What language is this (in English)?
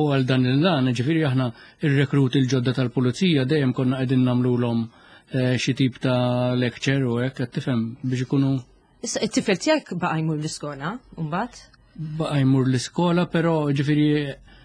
Maltese